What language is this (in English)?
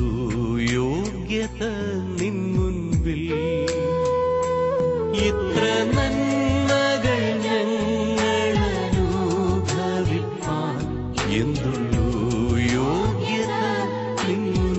Malayalam